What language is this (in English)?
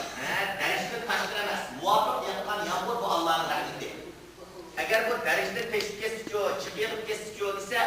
Uyghur